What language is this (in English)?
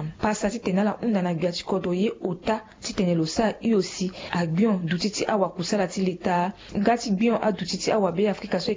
Sango